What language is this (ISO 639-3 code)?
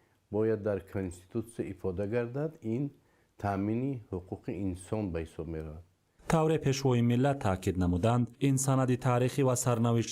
tgk